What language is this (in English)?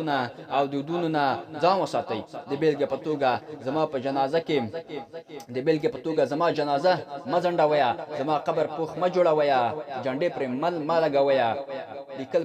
Pashto